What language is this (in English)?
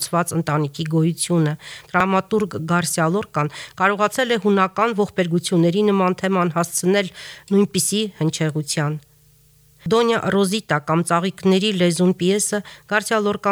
Armenian